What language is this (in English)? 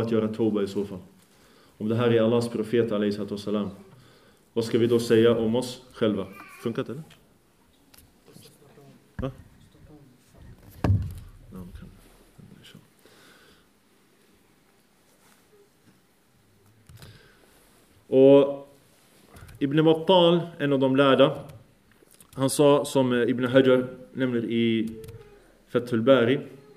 Swedish